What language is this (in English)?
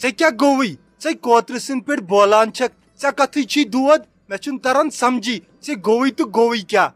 Kashmiri